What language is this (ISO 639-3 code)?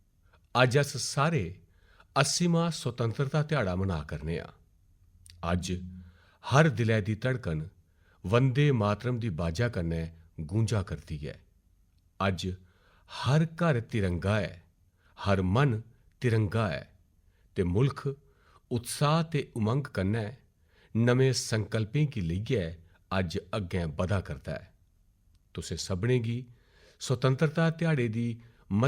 doi